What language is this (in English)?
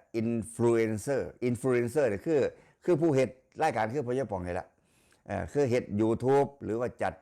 Northeastern Thai